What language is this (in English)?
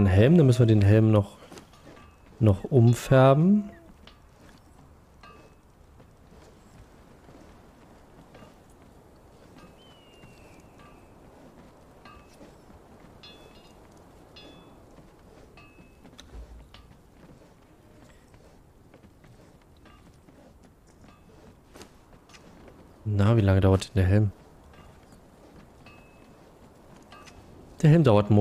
German